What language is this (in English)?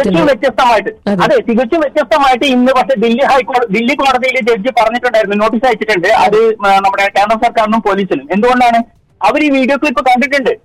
Malayalam